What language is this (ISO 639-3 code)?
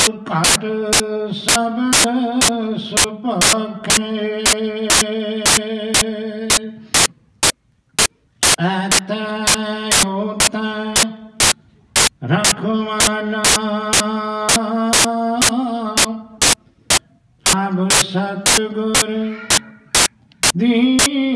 pan